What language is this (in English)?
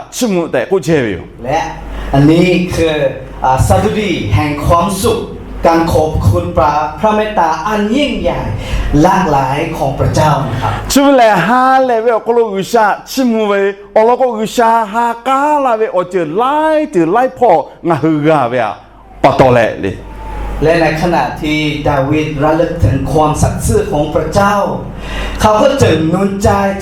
Lahu